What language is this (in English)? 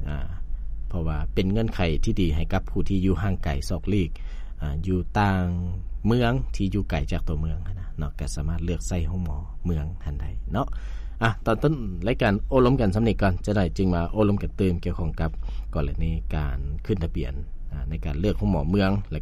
Lao